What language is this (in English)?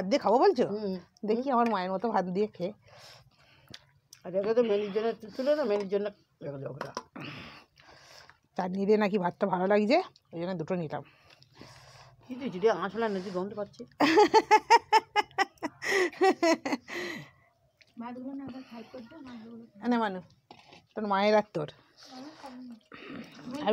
Bangla